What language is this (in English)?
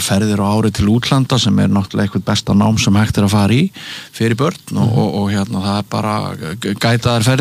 Icelandic